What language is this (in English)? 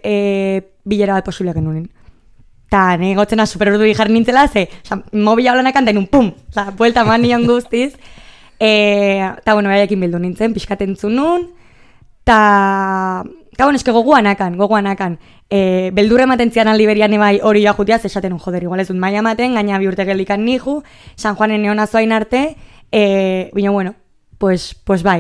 Basque